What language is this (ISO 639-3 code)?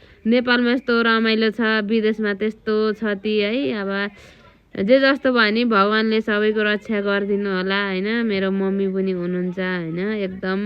nep